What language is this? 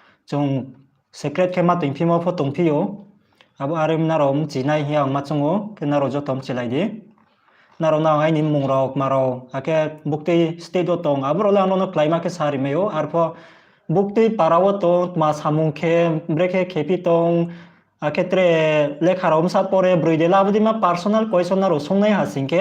Riang (India)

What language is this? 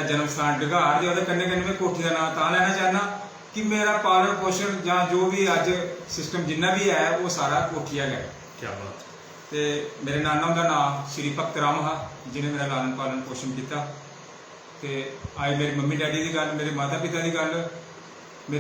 Dogri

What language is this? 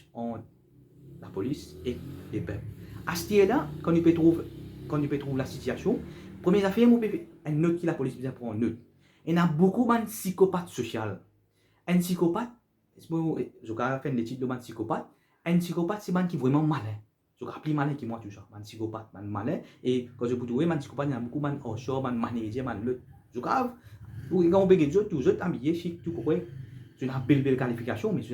Morisyen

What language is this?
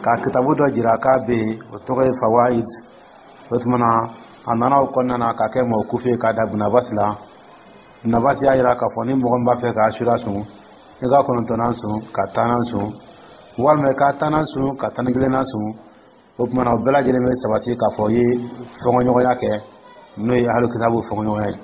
Dyula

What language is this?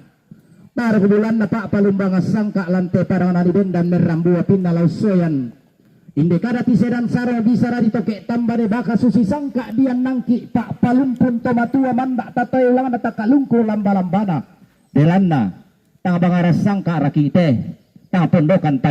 Toraja-Sa'dan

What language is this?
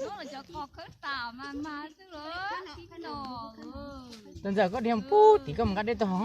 Hmong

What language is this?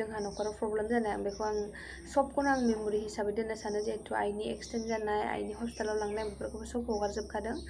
Bodo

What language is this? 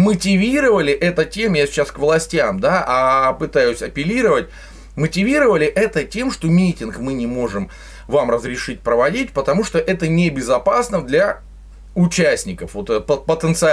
Russian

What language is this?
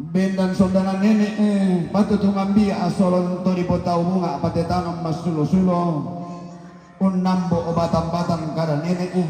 Toraja-Sa'dan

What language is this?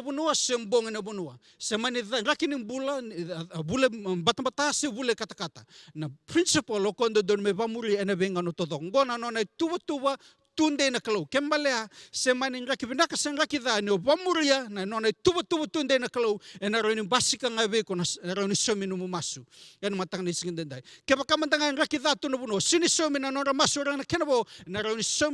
Fijian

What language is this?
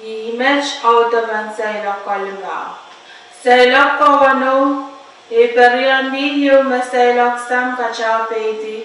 Pohnpeian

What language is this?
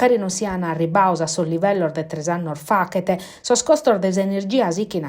Sardinian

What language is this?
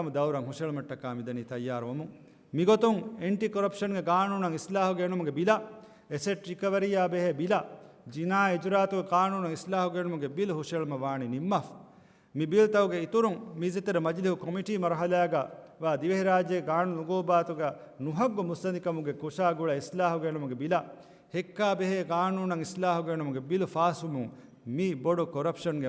Divehi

